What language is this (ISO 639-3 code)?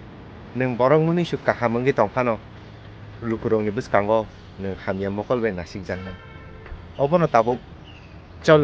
trp